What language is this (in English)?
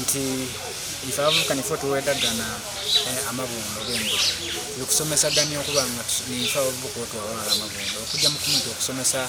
Soga